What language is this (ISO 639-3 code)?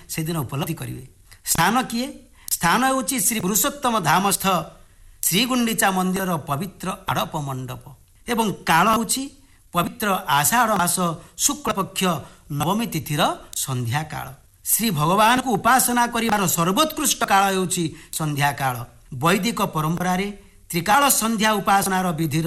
ori